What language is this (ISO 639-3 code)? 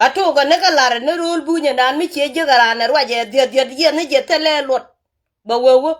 nus